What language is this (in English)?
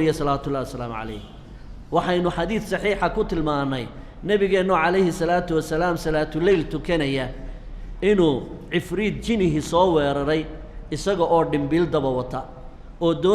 Somali